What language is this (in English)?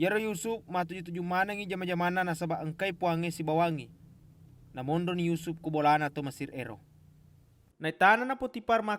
Buginese